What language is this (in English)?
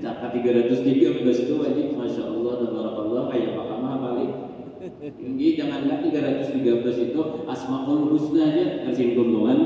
Banjar